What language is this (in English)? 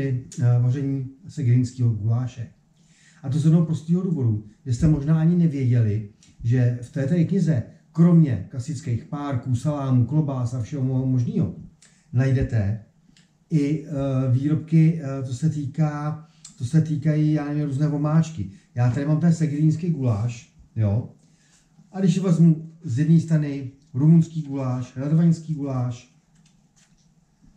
Czech